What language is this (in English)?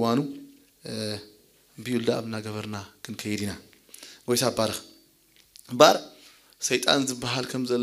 Tigrinya